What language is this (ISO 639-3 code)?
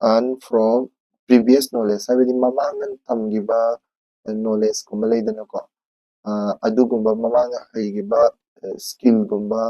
mni